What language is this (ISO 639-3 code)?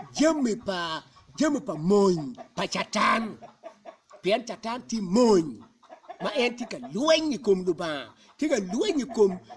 ach